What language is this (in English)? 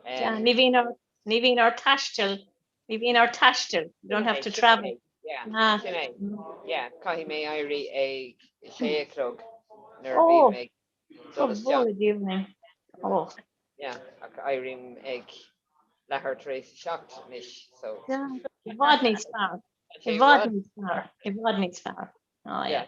Irish